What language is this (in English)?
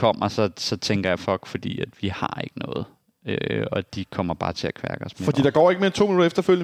Danish